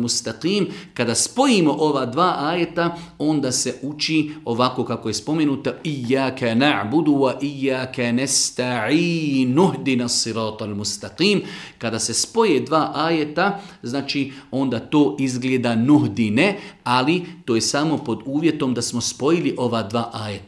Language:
Bosnian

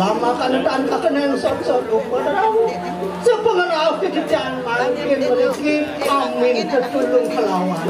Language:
Balinese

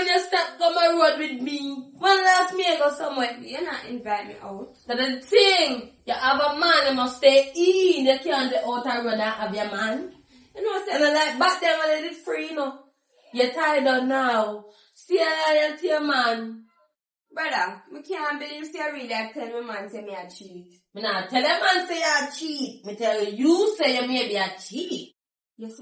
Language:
Jamaican Creole English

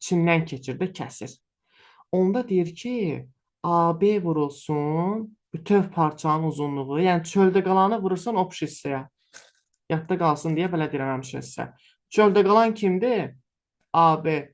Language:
Azerbaijani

